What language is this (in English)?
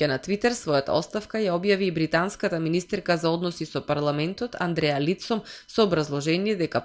Macedonian